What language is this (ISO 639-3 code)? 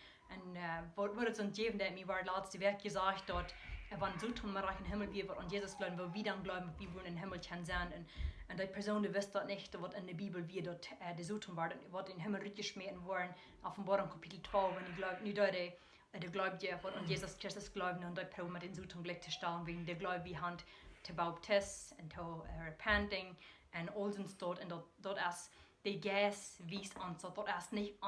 pdt